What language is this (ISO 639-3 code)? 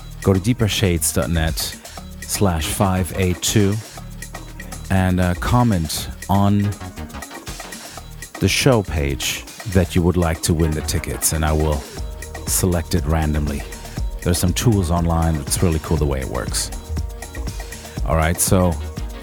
eng